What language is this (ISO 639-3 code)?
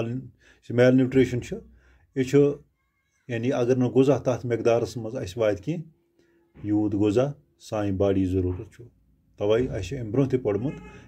kas